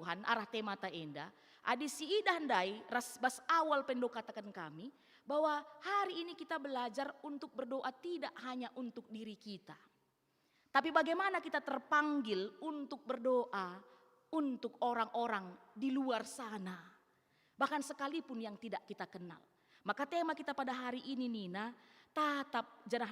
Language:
Batak Karo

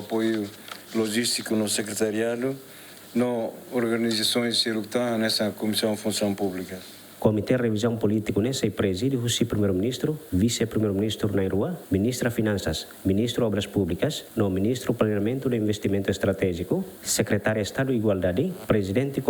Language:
Tetum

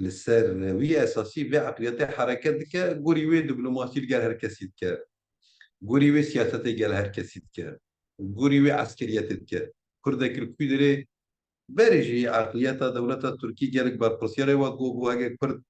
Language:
Kurdish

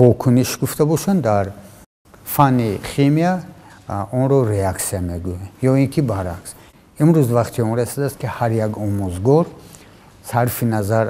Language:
Tajik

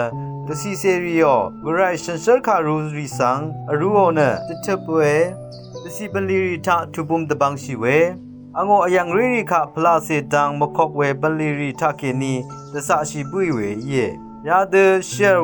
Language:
Rawang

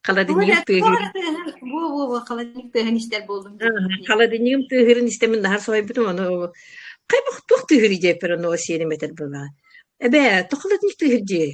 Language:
Yakut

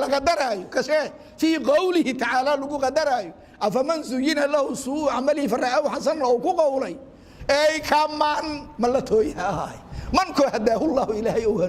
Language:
Somali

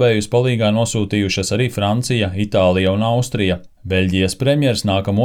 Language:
Latvian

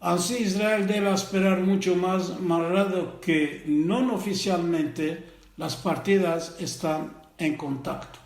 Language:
Ladino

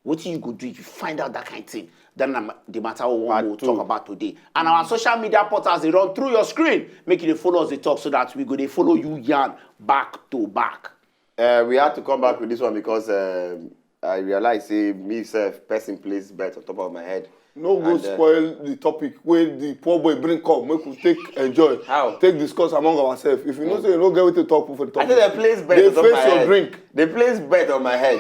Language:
Nigerian Pidgin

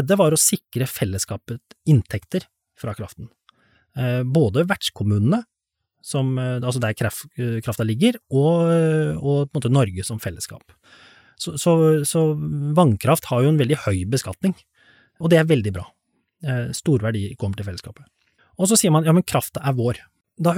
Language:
Norwegian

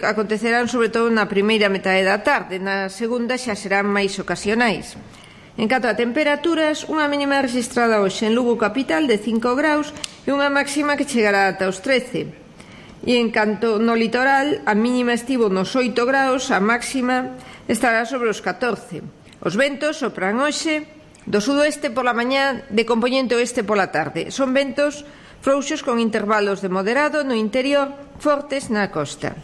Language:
Galician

